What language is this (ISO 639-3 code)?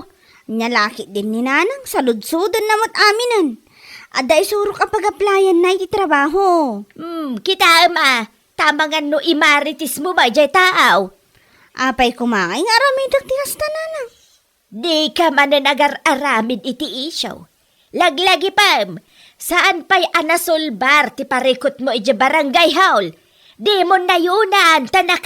ilo